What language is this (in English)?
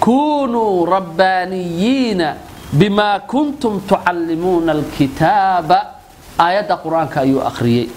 Somali